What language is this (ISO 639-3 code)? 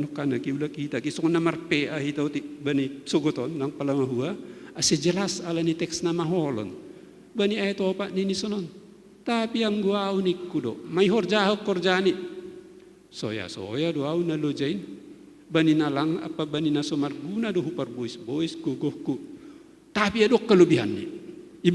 bts